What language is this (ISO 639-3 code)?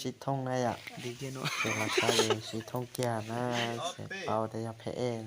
hmn